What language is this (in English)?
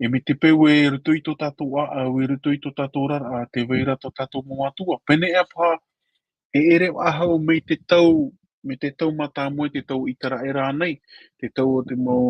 Tahitian